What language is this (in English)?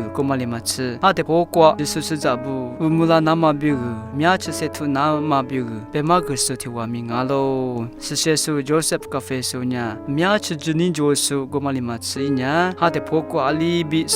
Lisu